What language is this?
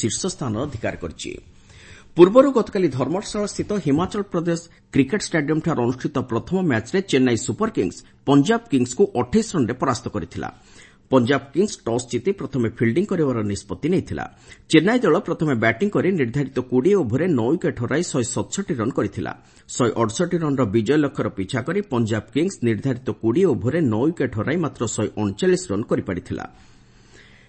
Odia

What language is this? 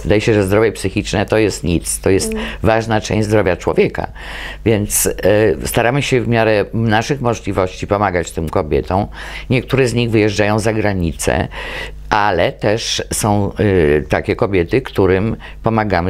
Polish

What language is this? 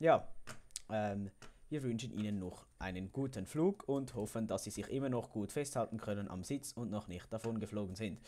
Swiss German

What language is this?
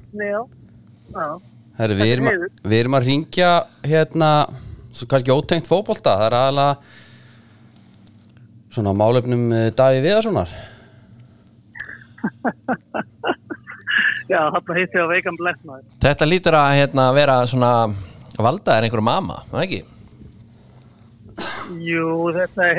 Icelandic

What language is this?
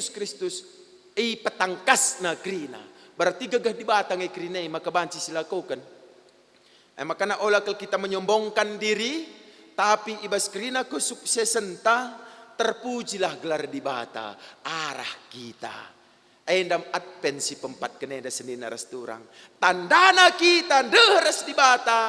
Batak Karo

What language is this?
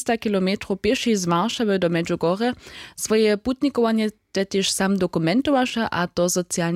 Upper Sorbian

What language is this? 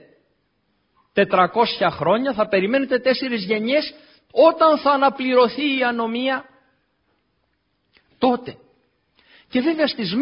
Greek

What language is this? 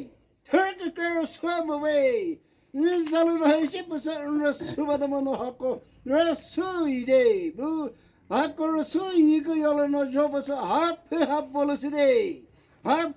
Chokri Naga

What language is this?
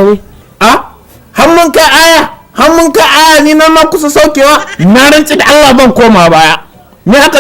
Hausa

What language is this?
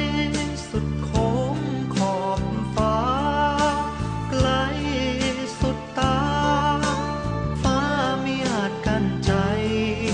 Thai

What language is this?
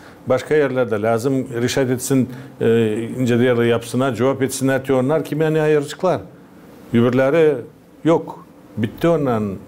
Gagauz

